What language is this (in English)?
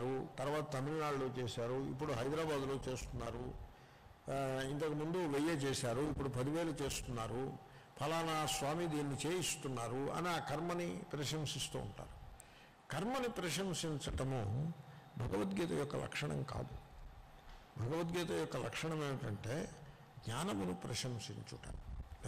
Telugu